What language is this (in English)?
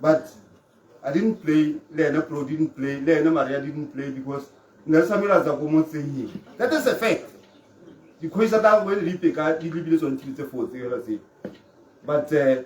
Tswana